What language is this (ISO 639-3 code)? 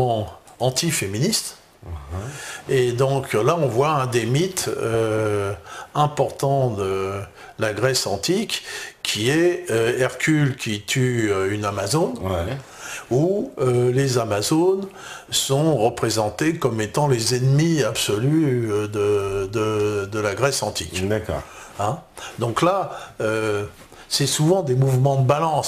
fra